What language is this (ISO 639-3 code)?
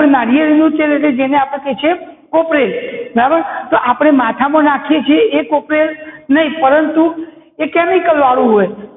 guj